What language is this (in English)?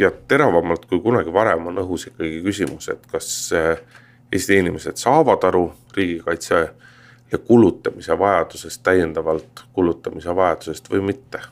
Estonian